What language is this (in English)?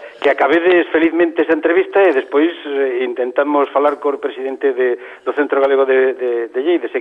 Galician